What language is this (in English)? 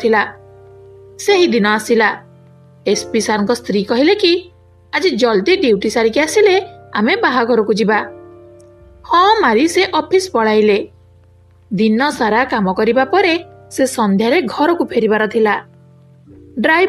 Odia